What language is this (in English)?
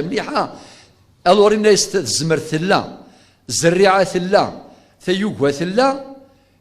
Kabyle